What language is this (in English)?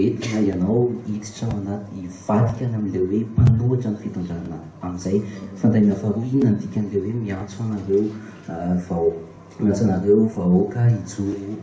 Malagasy